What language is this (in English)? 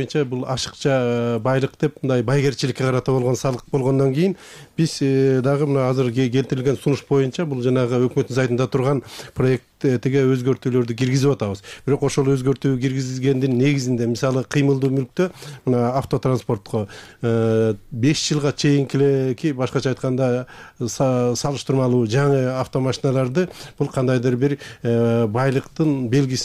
Kyrgyz